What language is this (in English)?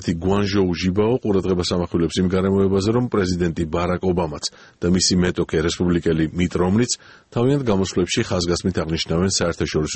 Georgian